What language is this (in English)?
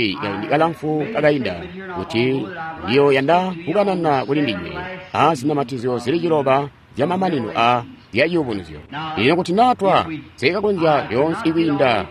Tonga (Zambia)